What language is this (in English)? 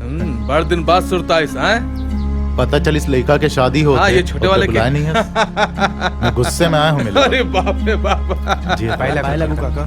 Chhattisgarhi